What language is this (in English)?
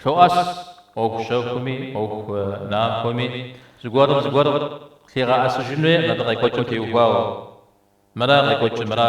Kabardian